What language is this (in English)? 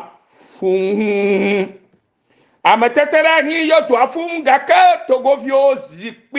Ewe